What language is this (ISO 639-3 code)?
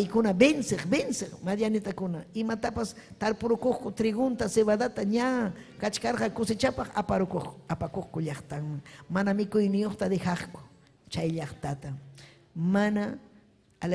quy